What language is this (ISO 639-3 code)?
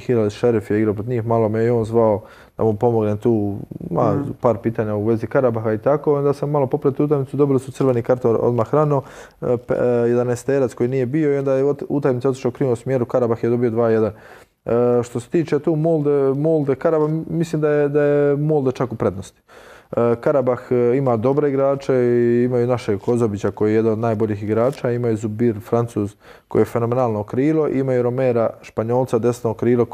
hrv